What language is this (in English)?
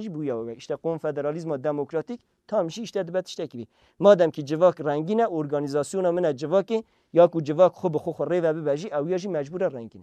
Kurdish